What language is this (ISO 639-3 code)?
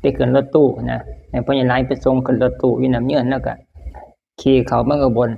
tts